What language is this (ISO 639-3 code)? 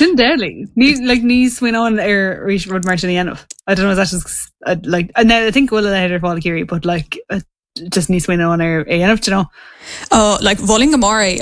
gle